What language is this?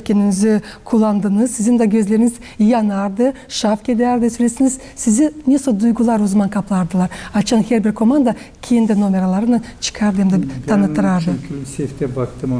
Gagauz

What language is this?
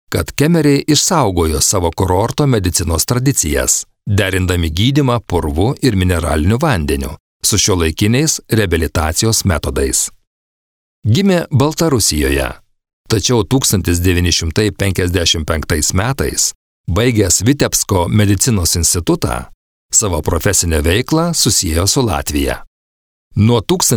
Lithuanian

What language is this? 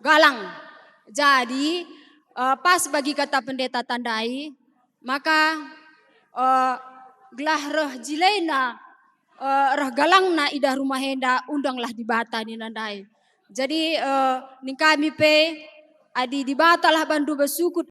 Batak Karo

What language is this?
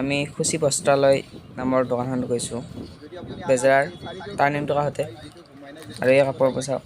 Assamese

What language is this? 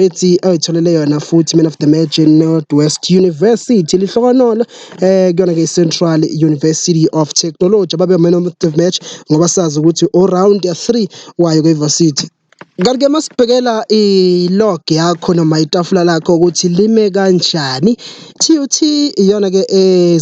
Zulu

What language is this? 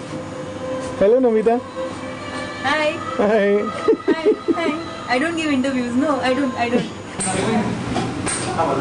English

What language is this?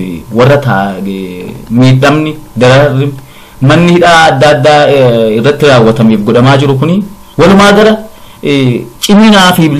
Oromo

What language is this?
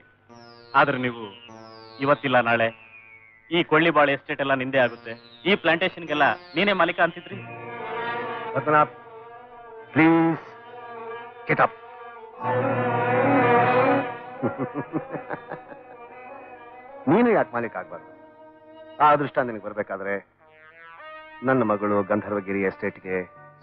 Kannada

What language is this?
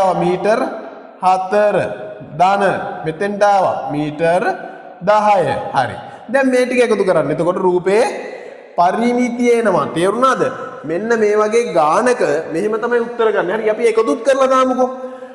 Sinhala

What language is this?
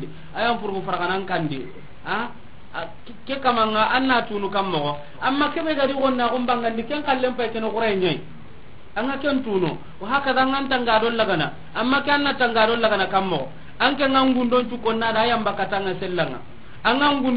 Soninke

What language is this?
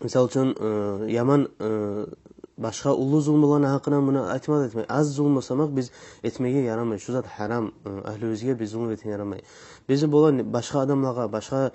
Kumyk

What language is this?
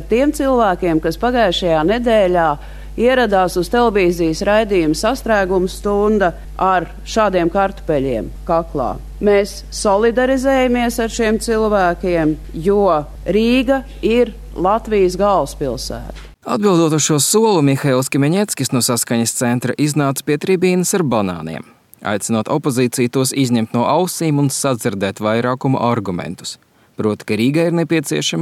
Latvian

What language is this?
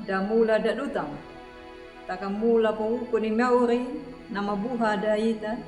Anakalangu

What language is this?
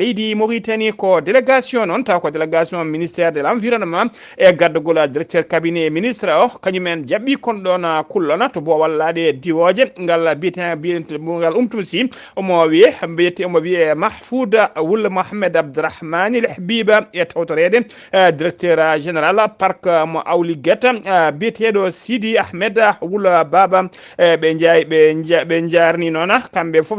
Fula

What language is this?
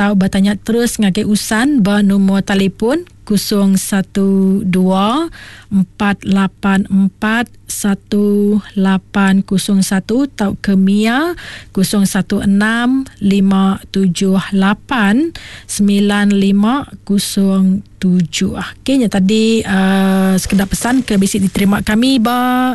Iban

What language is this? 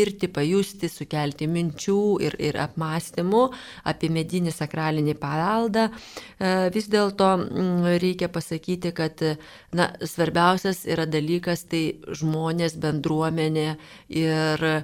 Lithuanian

